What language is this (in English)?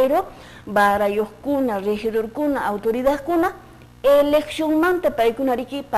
Quechua